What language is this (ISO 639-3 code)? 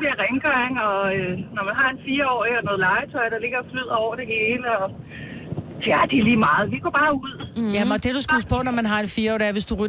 dan